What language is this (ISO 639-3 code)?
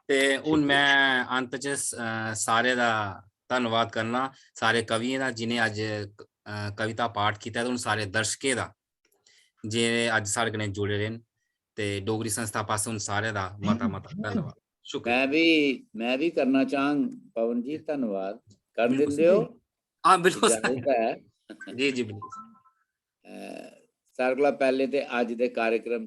doi